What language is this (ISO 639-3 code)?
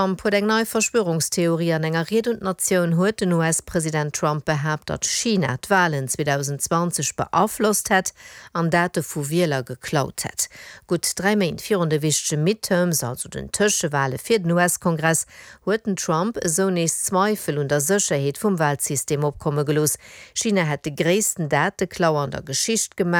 ltz